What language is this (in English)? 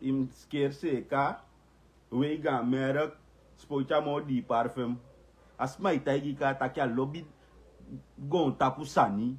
Sranan Tongo